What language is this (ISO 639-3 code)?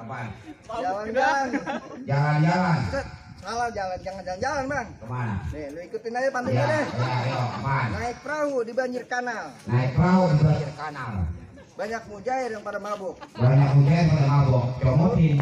bew